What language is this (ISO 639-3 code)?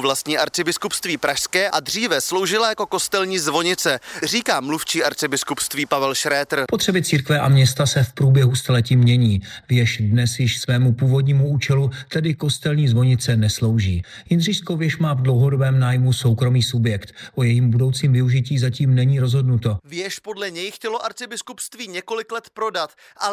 ces